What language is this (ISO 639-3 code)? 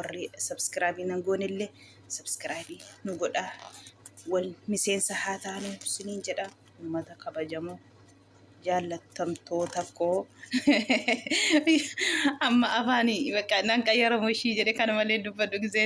orm